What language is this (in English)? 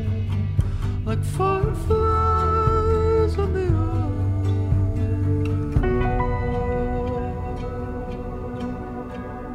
Czech